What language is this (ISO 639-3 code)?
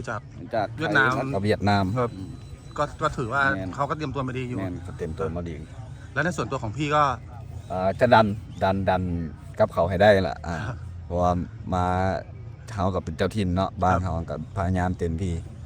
tts